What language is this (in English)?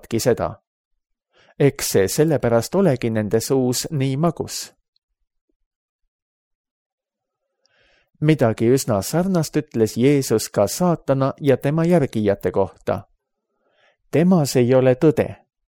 Estonian